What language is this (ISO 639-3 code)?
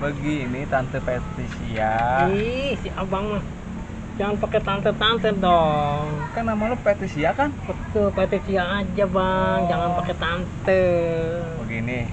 bew